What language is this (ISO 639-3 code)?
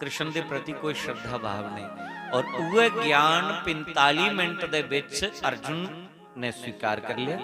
doi